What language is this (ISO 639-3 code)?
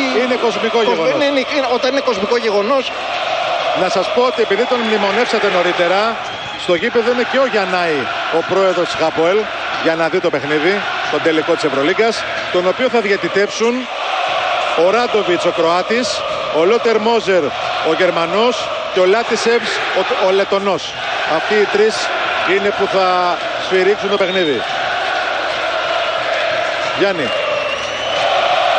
ell